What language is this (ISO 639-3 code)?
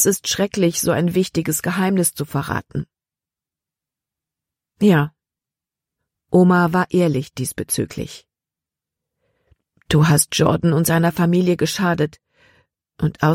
deu